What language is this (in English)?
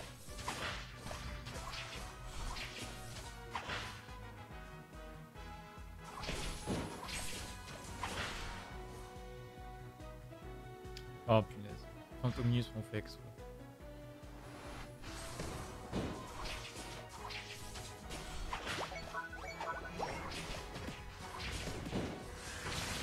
French